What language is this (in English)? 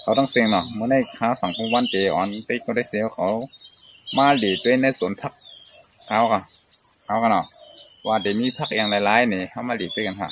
Shan